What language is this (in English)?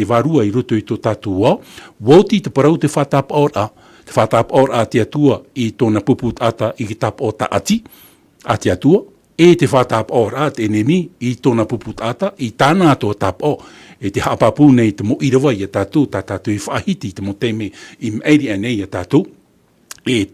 Tahitian